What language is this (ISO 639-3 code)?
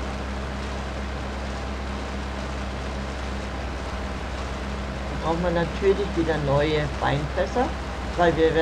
deu